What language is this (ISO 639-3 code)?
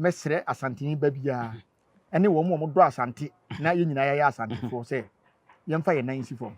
aka